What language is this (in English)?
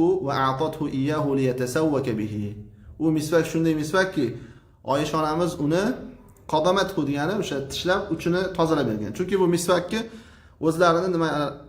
Uzbek